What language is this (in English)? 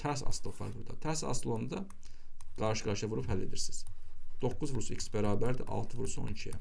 Azerbaijani